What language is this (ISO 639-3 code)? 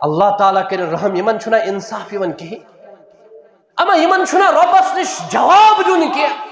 kas